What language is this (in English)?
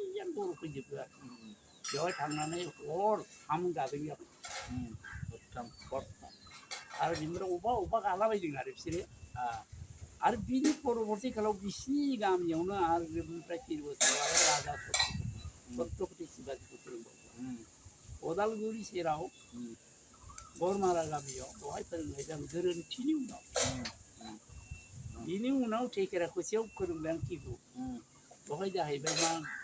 Bodo